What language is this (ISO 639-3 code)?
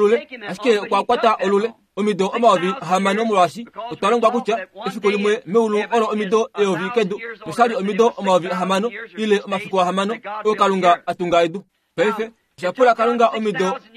kua